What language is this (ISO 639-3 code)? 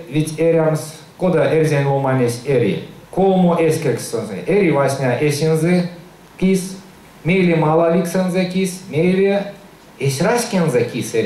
myv